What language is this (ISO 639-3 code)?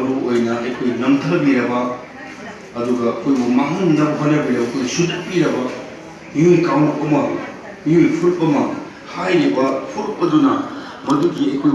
mni